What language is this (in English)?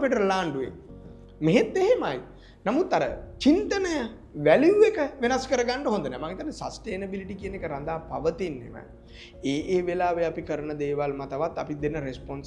Sinhala